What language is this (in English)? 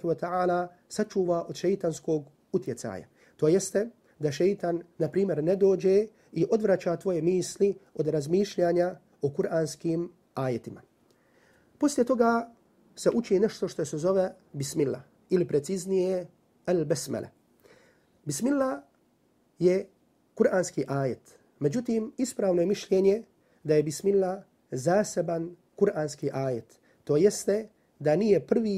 Bosnian